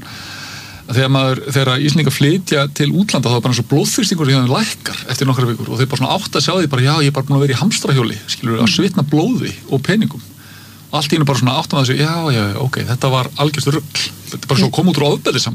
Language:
Icelandic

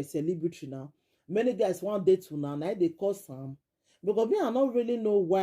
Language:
Nigerian Pidgin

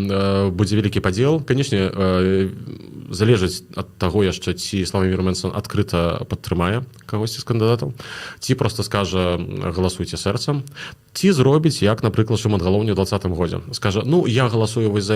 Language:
Belarusian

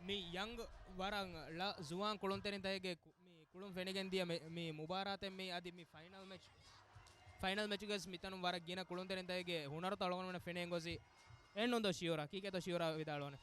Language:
Divehi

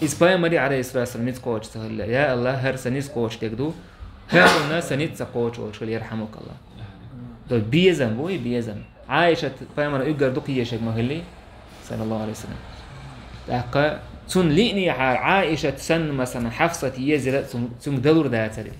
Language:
Chechen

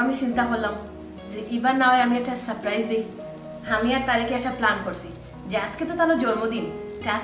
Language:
Sylheti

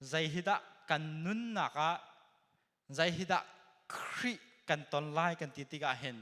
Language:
Hakha Chin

